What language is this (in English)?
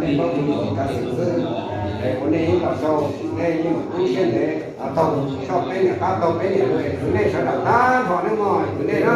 Hmong